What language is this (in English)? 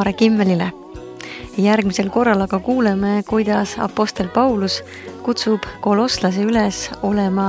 Estonian